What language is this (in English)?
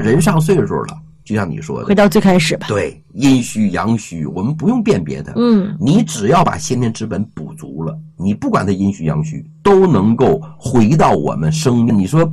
Chinese